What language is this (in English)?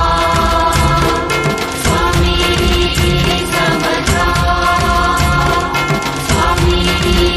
Marathi